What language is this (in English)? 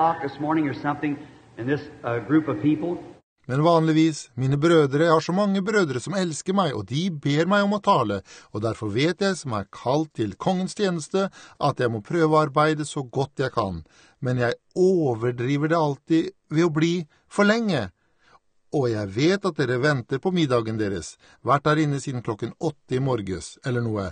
Norwegian